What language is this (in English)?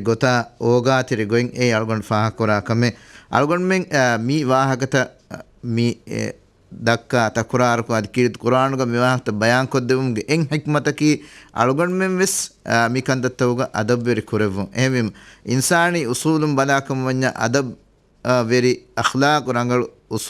Divehi